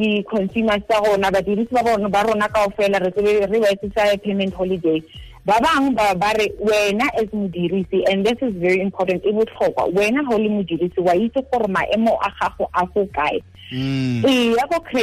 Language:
Tswana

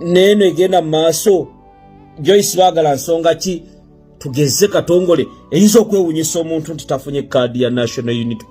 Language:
Ganda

